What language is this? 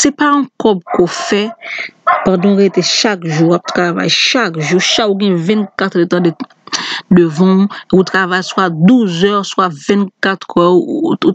Haitian Creole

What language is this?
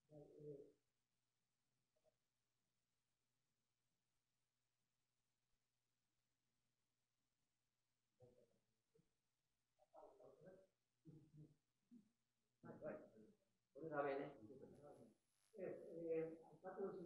Basque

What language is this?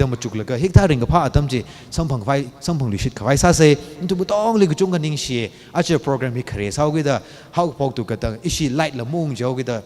Tangkhul Naga (India)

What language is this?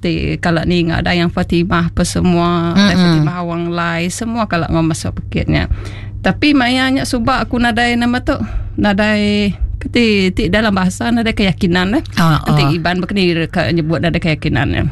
Iban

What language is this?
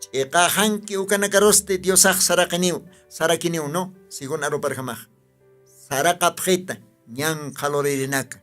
Aymara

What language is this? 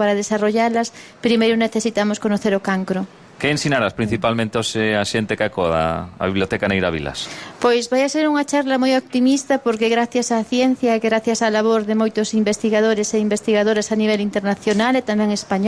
Galician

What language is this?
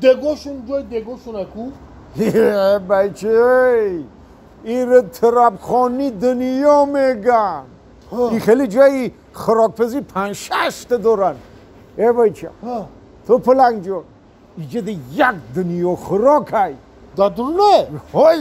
Tajik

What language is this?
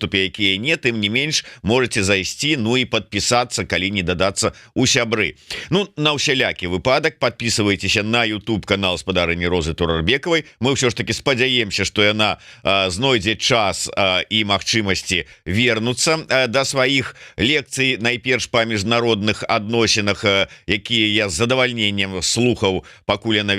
Belarusian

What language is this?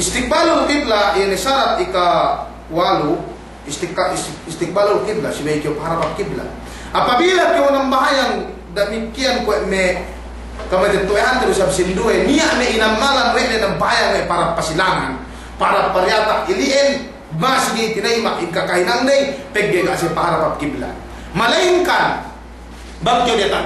Yakan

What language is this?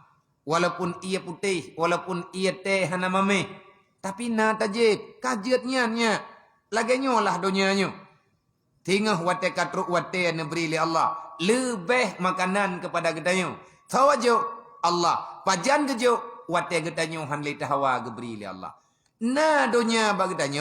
Achinese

